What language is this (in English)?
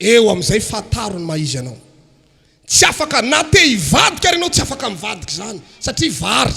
Malagasy